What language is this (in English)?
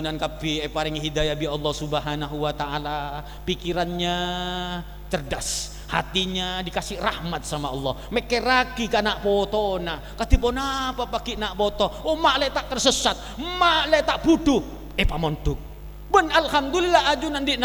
Madurese